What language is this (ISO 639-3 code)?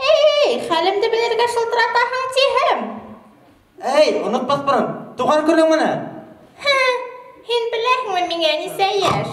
bak